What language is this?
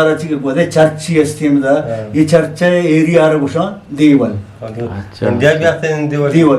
Eastern Balochi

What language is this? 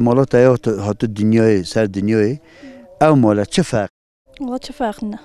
Kurdish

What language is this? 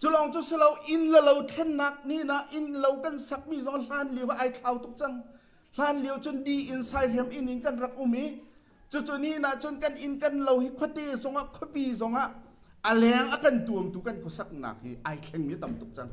Hakha Chin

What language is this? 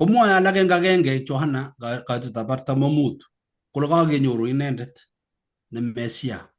Kalenjin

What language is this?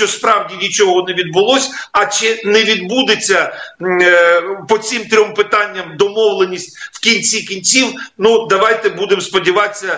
Ukrainian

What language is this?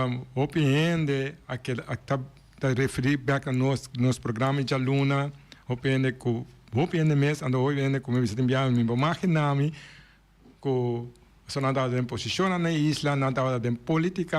Papiamento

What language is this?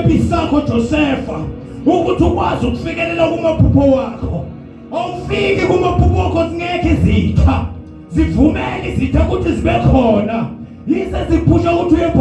Zulu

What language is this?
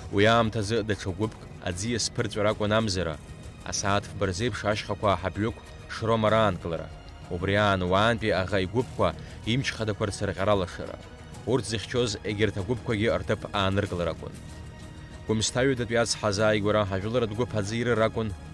Abkhazian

